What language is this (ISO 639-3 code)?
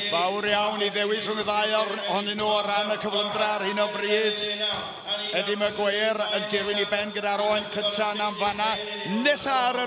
cym